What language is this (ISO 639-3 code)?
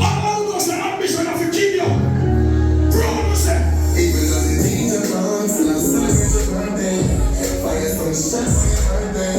jam